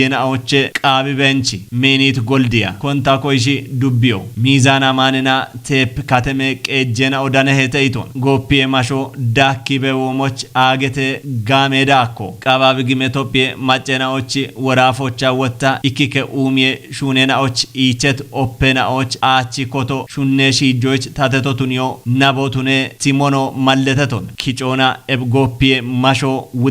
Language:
Kafa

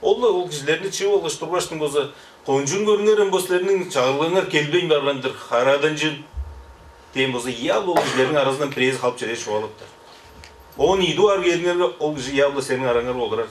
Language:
Tuvinian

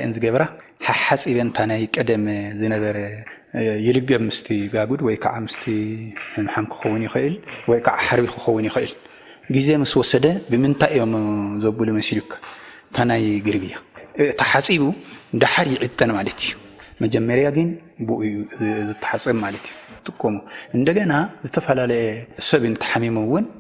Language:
Tigrinya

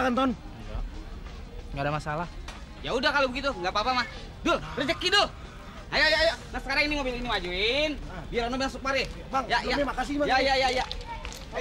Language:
Betawi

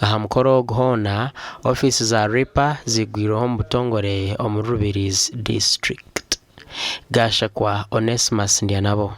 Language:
Nyankole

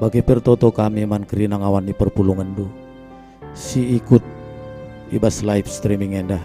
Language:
Batak Karo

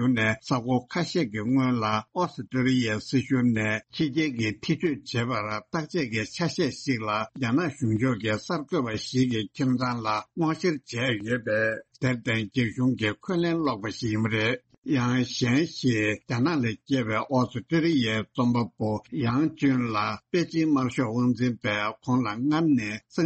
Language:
Tibetan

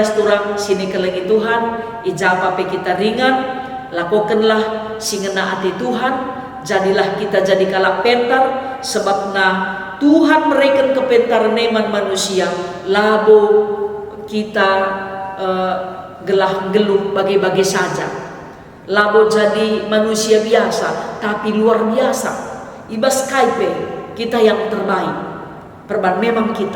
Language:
Batak Karo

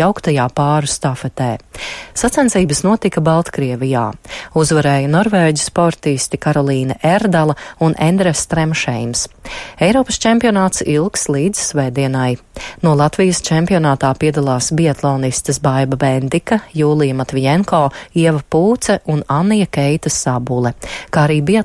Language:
Latvian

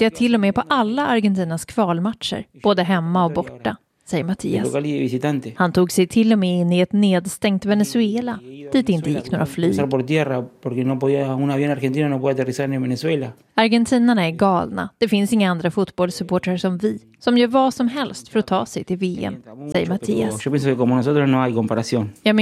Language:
Swedish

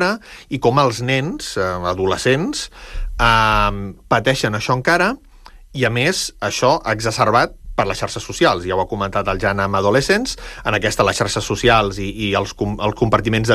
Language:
Catalan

